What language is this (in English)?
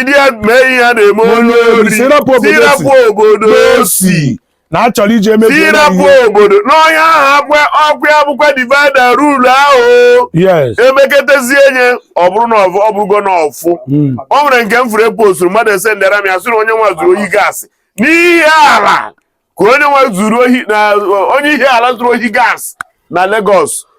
Igbo